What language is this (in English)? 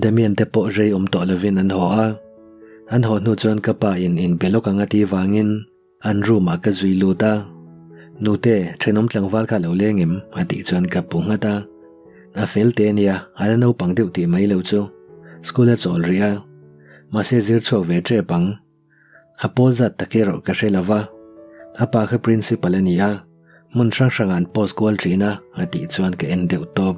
Mizo